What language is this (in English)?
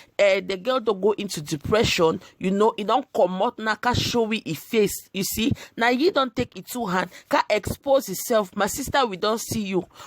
Nigerian Pidgin